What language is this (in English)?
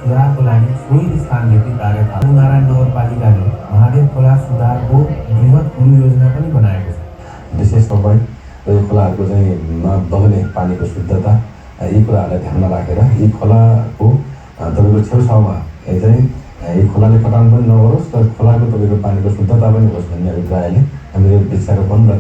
Nepali